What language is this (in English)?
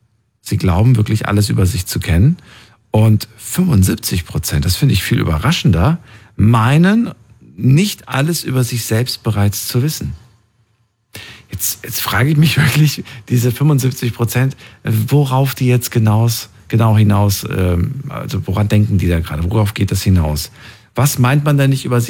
German